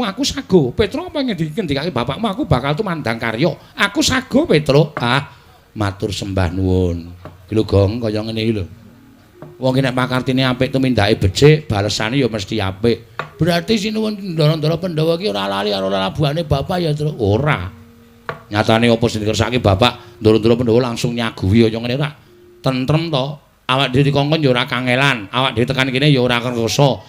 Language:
Javanese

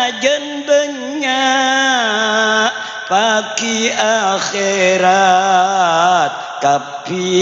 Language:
Madurese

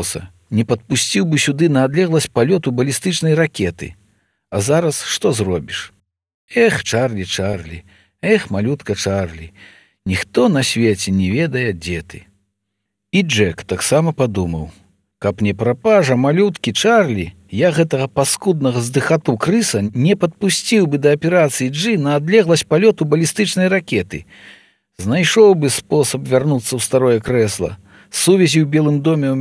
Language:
Belarusian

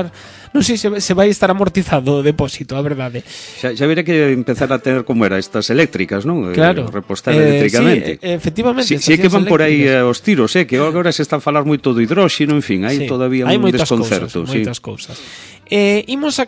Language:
Galician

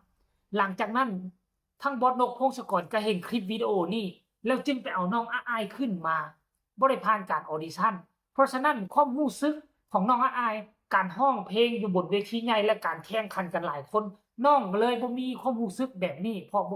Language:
Lao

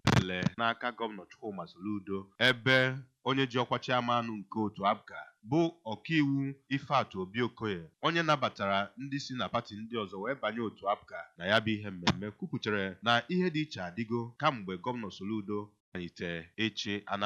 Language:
Igbo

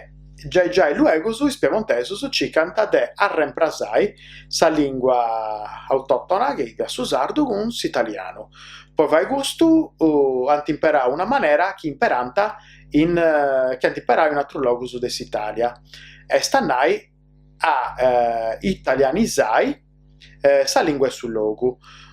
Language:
Sardinian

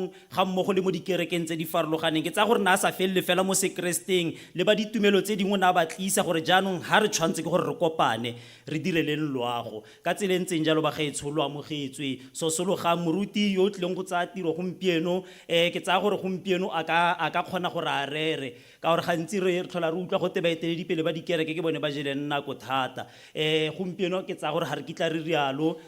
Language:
Tswana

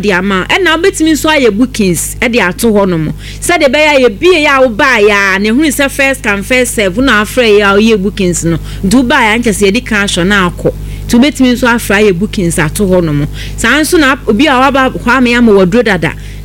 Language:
Akan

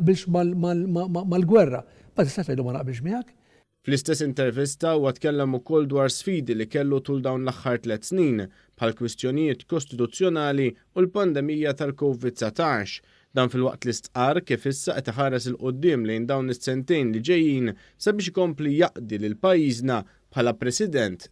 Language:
Maltese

